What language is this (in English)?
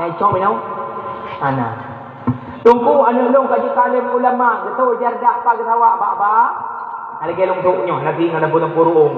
Achinese